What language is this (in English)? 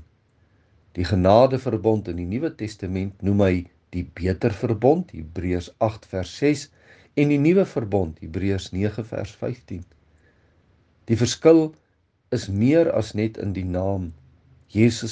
Afrikaans